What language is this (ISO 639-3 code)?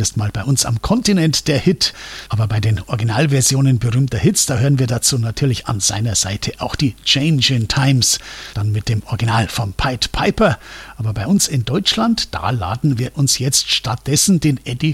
deu